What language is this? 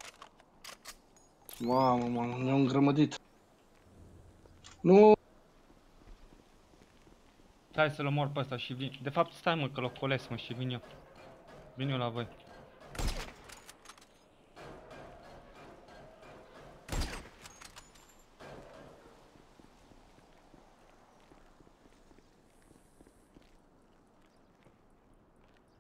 Romanian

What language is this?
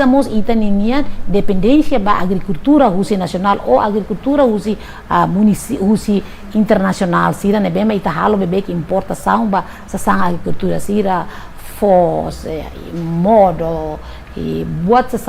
Tetum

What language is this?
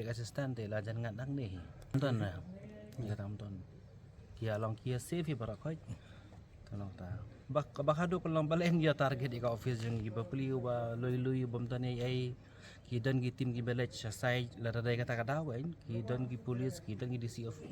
Khasi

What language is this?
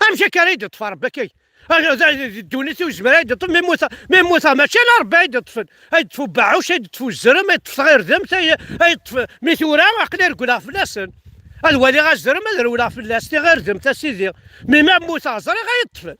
Kabyle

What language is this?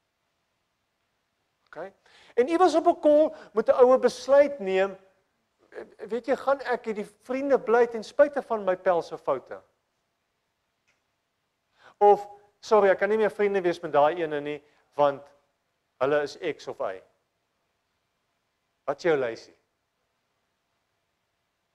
Afrikaans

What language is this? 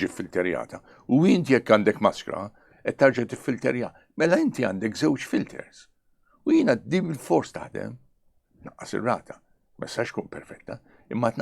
Maltese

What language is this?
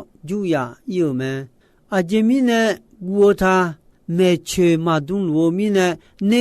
Akha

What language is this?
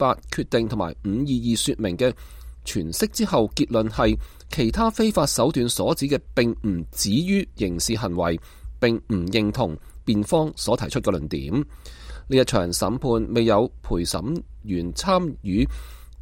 Cantonese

